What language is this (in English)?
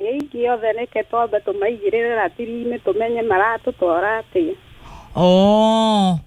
Kikuyu